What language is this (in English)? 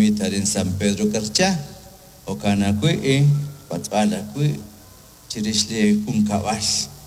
Kekchí